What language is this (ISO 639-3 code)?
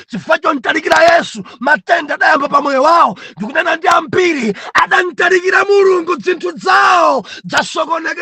nya